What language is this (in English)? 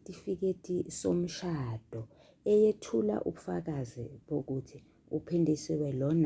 Zulu